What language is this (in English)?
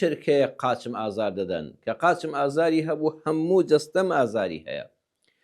Central Kurdish